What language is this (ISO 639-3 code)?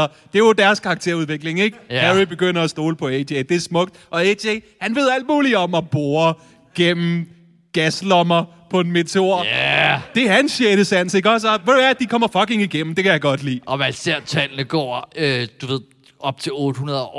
dan